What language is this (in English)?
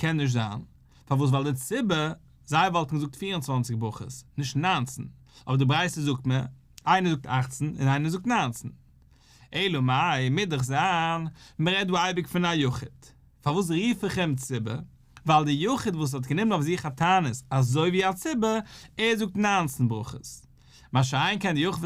Yiddish